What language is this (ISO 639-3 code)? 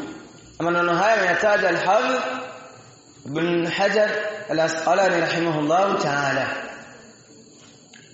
swa